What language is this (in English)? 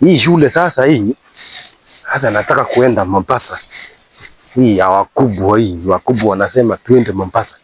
Swahili